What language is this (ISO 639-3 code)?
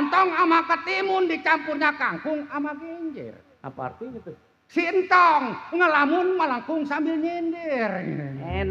bew